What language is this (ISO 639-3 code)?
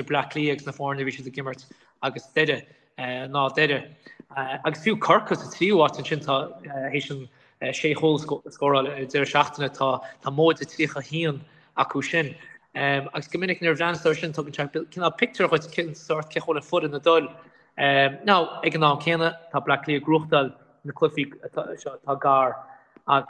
gle